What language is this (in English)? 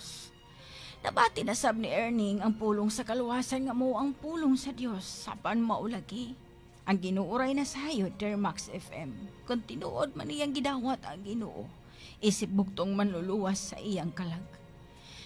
Cebuano